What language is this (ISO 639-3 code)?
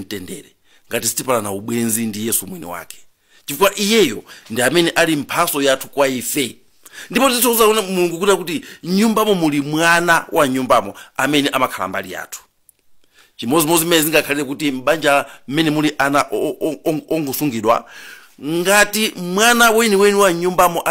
nya